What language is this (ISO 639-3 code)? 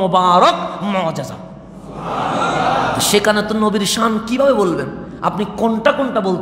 ben